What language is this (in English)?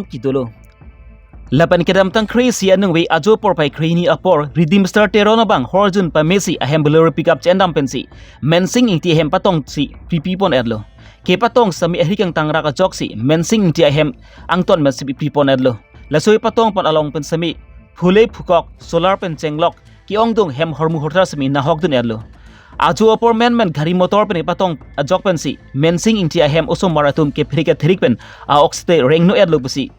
Karbi